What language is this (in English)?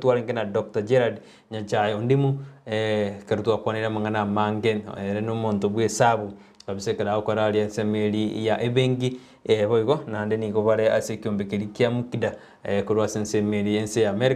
Gusii